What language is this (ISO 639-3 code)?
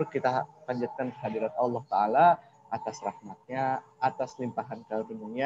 ind